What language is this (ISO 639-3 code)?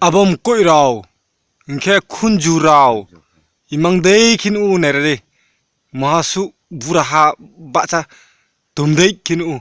ria